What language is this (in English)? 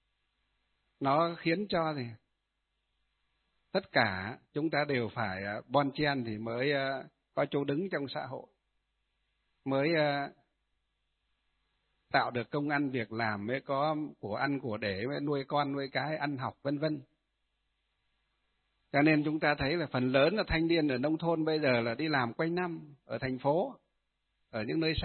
Vietnamese